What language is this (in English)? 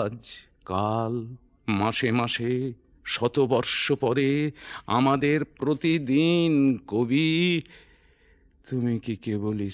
Bangla